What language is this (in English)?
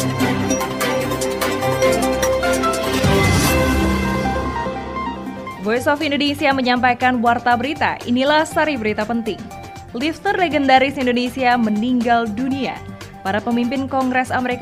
Indonesian